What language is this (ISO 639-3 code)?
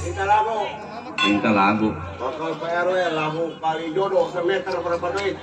bew